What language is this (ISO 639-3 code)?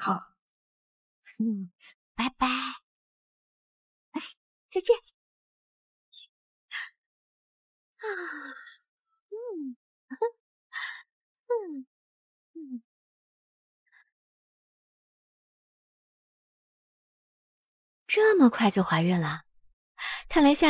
zho